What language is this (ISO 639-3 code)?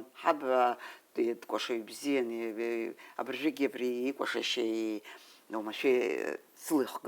abk